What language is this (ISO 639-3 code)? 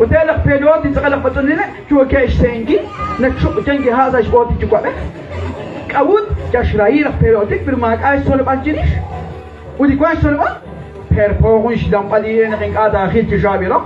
kek